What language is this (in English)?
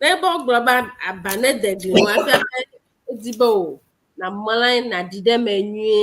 Ewe